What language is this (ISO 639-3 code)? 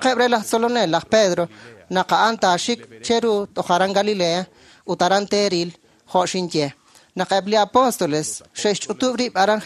kek